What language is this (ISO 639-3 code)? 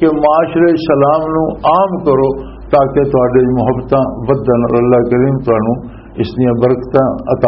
lah